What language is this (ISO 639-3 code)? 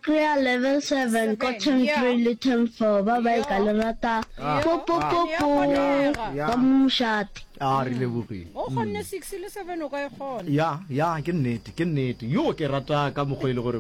nso